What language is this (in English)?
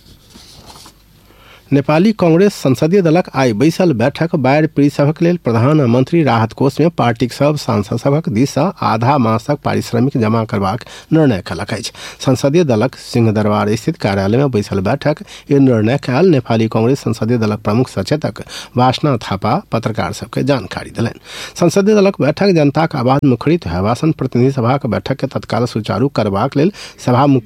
Maithili